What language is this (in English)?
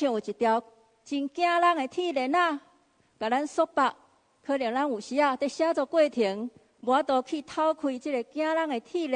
Min Nan Chinese